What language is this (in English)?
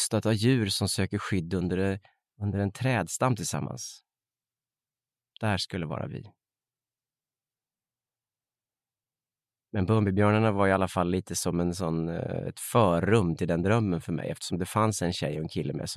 Swedish